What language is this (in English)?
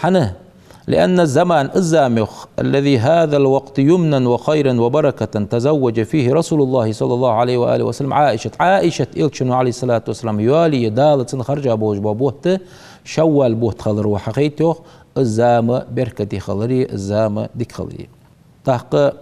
Ingush